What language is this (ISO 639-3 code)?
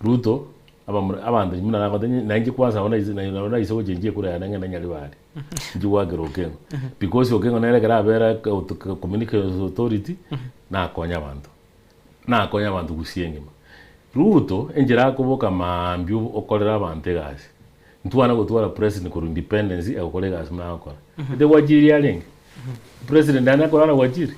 guz